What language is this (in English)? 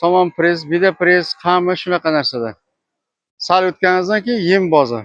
Uzbek